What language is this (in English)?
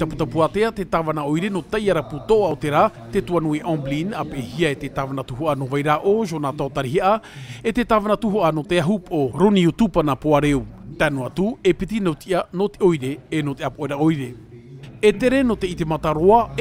Tahitian